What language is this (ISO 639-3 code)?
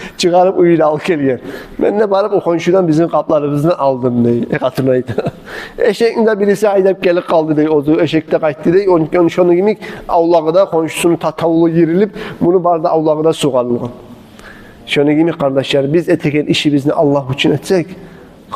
kum